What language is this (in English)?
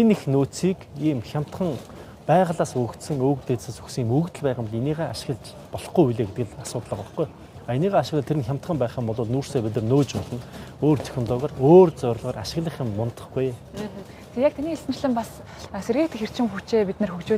Mongolian